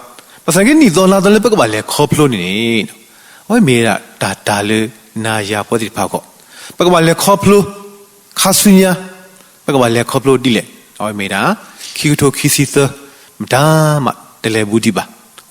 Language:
S'gaw Karen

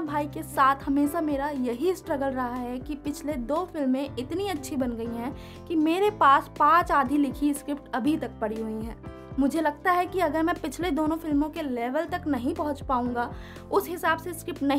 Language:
Hindi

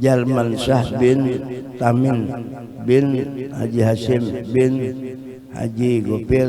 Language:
Banjar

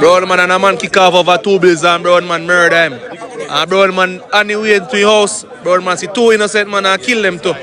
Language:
Jamaican Creole English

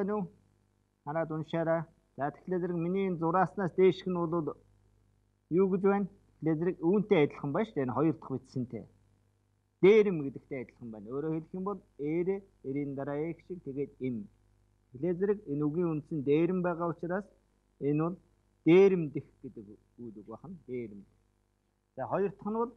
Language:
Mongolian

